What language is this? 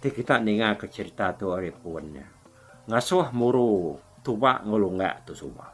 Iban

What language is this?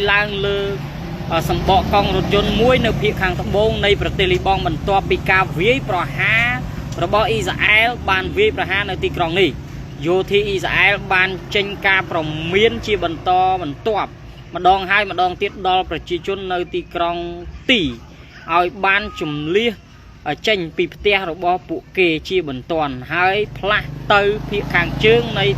Khmer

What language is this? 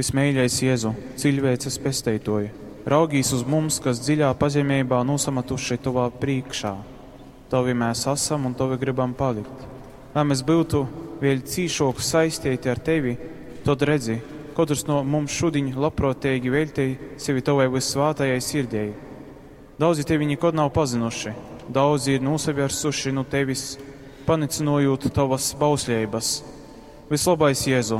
Latgalian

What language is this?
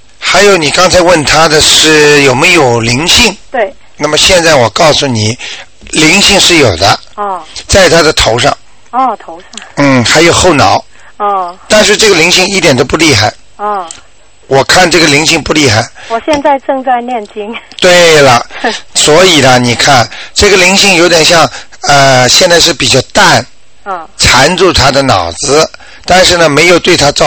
Chinese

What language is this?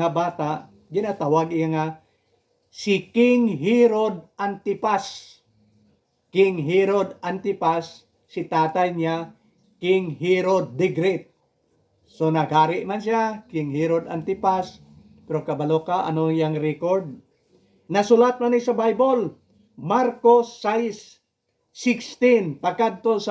Hiligaynon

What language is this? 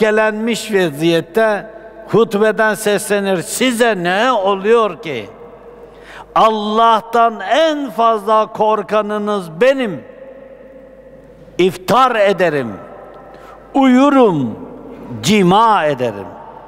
Turkish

